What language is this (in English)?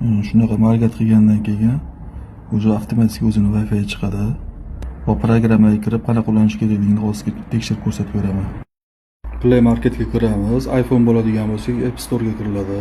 Uzbek